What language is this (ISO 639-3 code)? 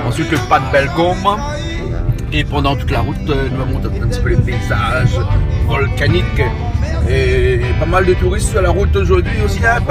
rcf